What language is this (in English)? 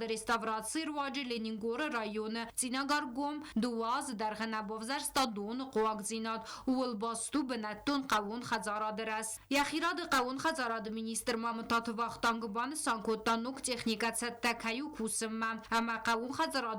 Ossetic